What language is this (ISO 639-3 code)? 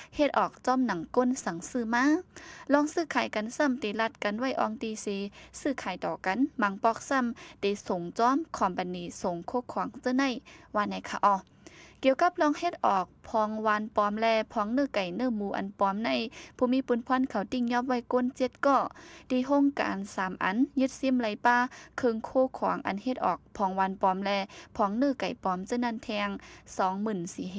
shn